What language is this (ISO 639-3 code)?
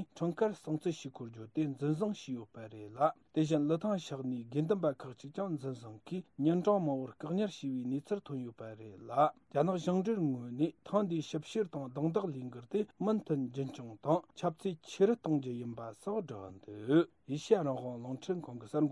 bod